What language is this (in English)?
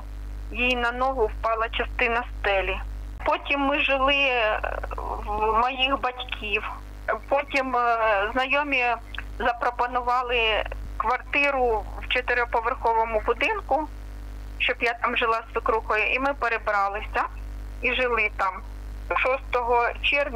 Ukrainian